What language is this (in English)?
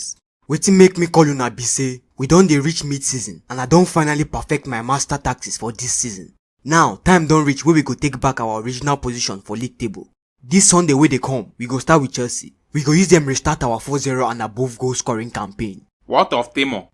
Nigerian Pidgin